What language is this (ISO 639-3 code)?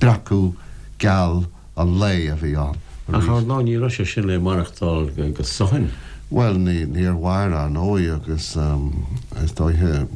gle